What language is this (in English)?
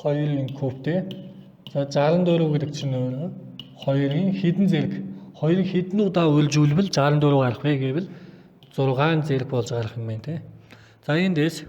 Mongolian